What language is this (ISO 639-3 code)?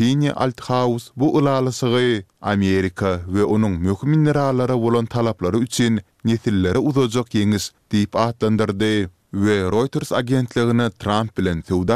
tuk